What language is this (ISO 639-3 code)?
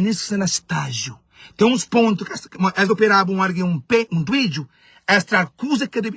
kea